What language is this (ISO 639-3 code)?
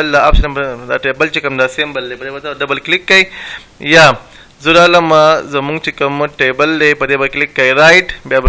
pus